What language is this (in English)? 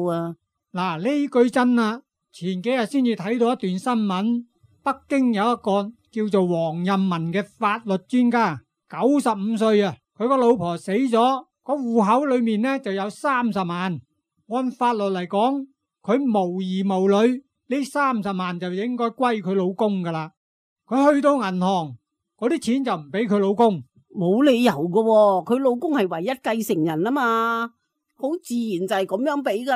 Cantonese